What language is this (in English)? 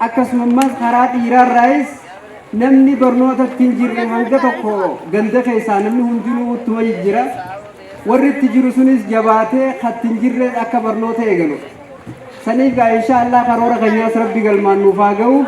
Oromo